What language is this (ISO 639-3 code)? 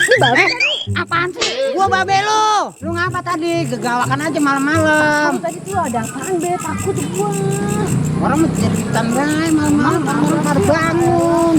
bew